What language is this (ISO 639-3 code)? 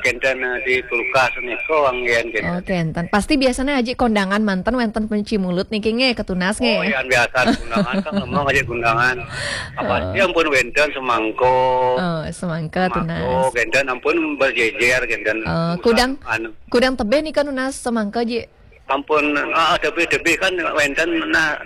ban